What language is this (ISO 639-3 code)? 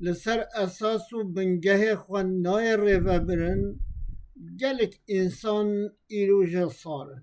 kur